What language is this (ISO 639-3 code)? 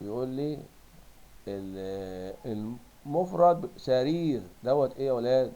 arz